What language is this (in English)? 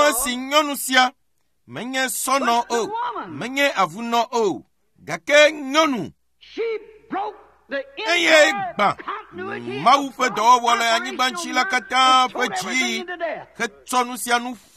Ewe